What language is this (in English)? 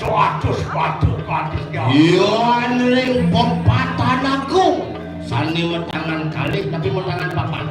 Balinese